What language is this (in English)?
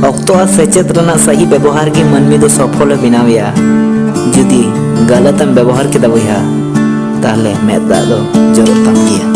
Santali